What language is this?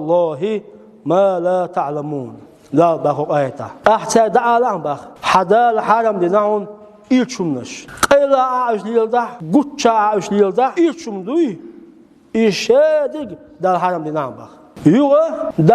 Chechen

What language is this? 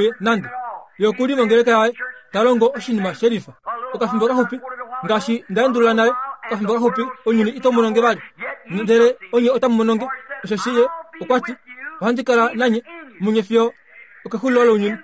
Kuanyama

